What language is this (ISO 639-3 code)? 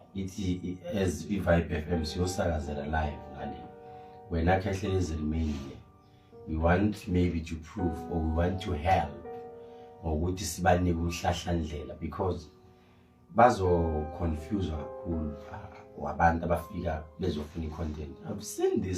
zul